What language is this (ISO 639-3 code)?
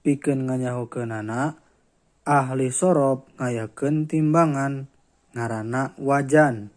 sun